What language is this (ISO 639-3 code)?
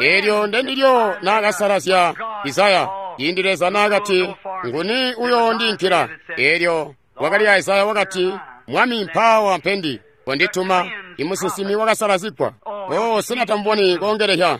toi